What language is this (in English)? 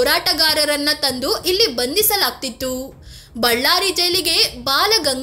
Kannada